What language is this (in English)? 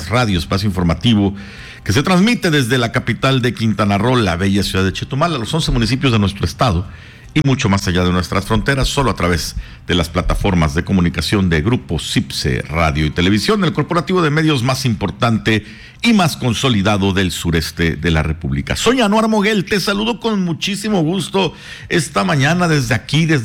Spanish